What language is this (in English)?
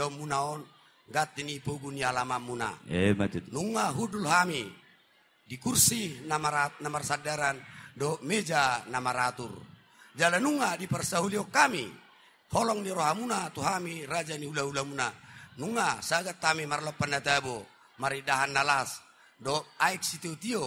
Batak Toba